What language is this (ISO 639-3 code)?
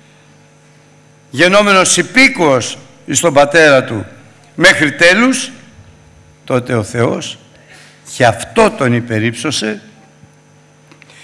ell